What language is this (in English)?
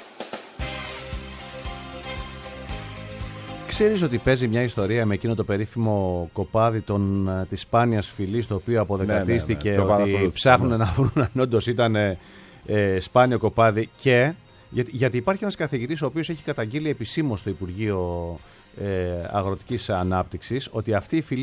Greek